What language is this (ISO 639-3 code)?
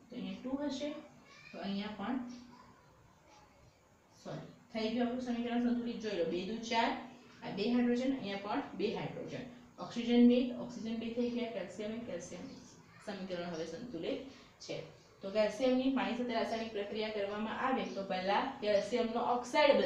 guj